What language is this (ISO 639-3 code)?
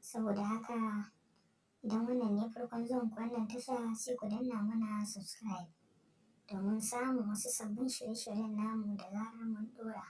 hau